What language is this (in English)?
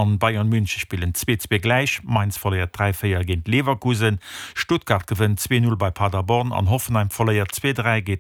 Luxembourgish